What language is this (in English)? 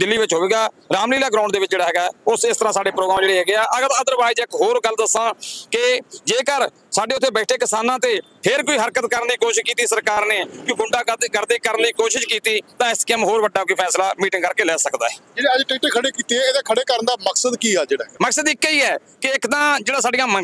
Punjabi